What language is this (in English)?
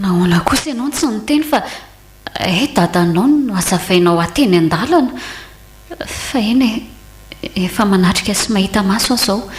Malagasy